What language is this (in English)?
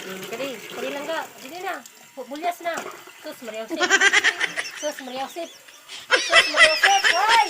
Waray